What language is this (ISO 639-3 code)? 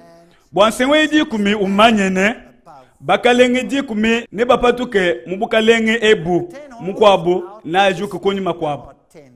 lua